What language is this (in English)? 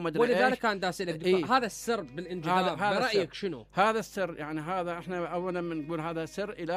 Mesopotamian Arabic